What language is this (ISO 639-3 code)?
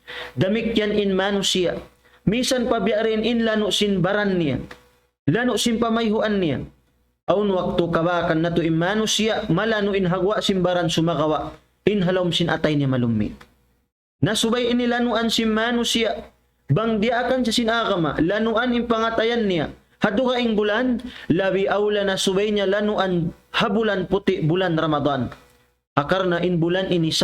tsg